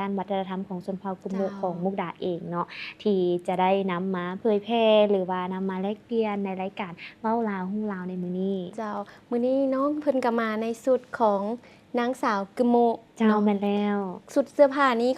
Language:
Lao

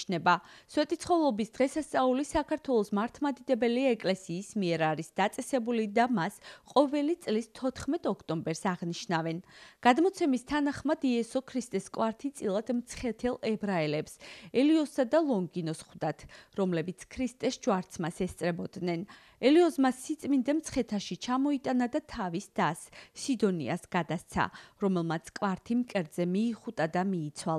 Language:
Georgian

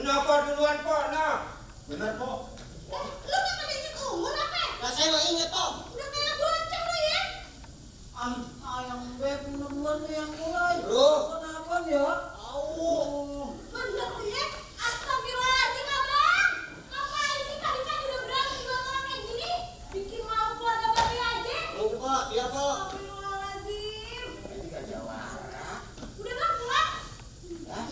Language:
Betawi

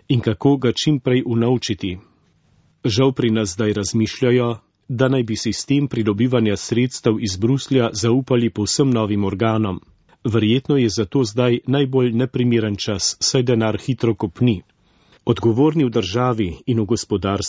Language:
Slovenian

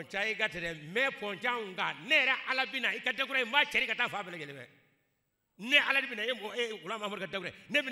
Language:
Bambara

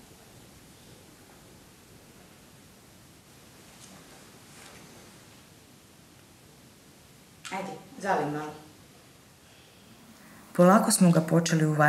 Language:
Croatian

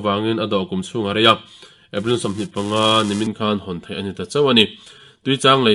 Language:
Mizo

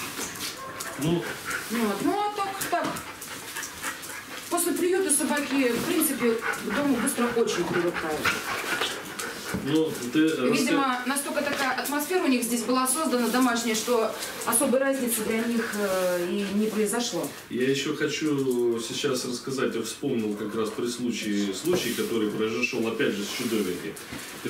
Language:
Russian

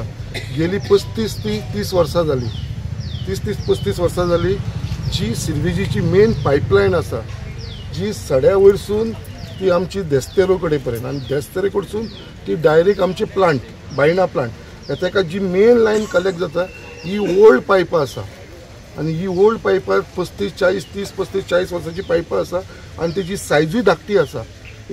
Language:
Konkani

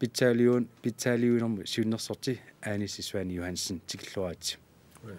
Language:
Kalaallisut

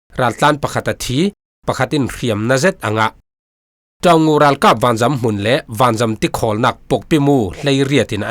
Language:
Falam Chin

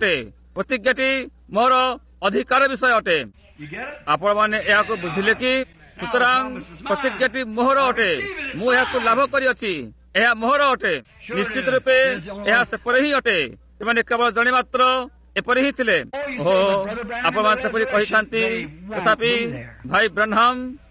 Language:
Odia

